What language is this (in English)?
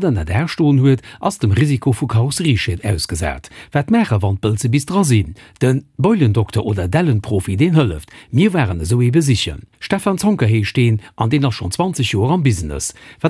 Luxembourgish